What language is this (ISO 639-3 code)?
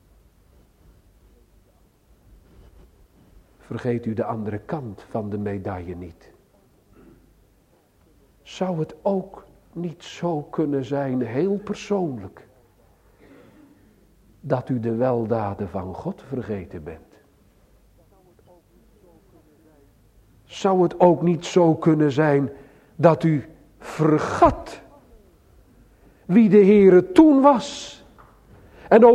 nld